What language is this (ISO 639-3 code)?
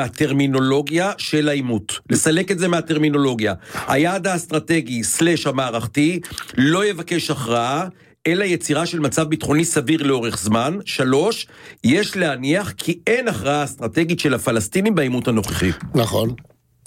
heb